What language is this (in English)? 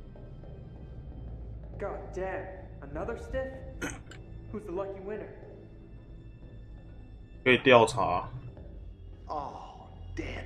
Chinese